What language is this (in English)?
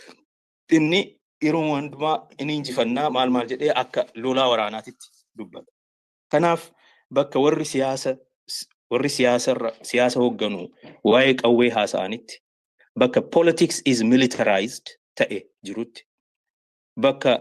Oromo